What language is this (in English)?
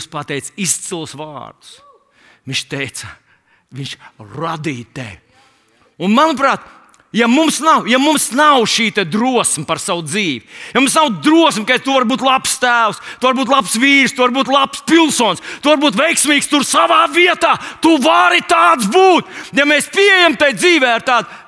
Latvian